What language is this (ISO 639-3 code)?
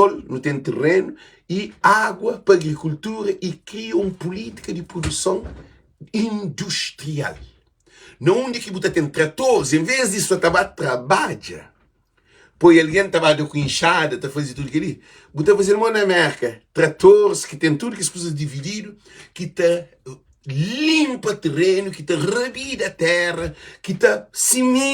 kea